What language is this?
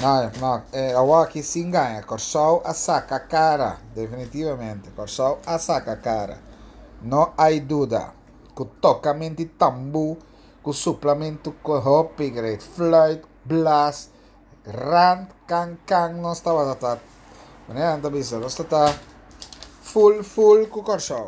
Papiamento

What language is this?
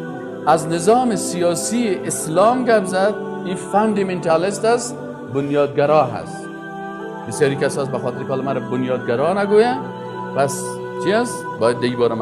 Persian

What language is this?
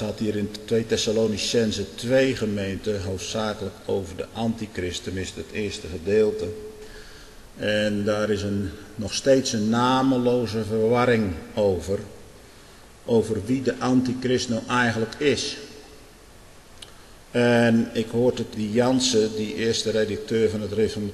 Dutch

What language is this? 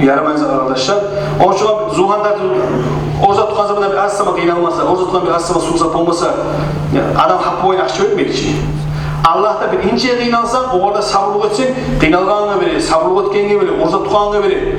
Kumyk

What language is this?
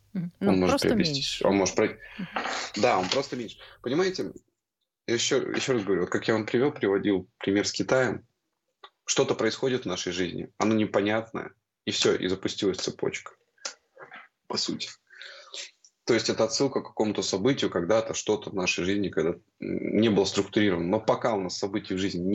Russian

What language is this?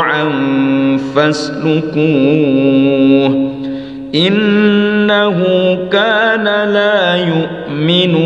Arabic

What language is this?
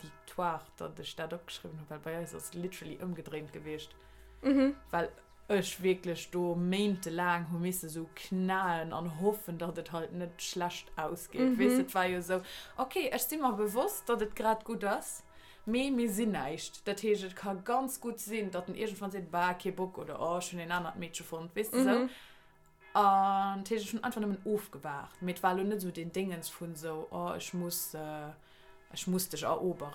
Luxembourgish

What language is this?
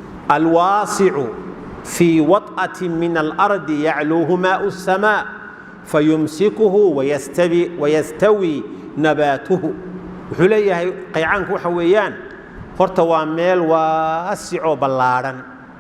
Somali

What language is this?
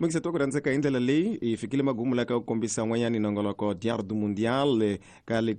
Tsonga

